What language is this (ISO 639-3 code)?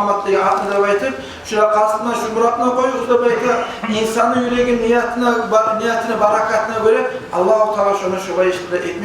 kum